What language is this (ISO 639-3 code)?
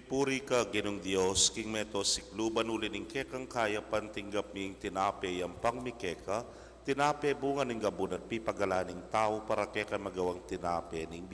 pam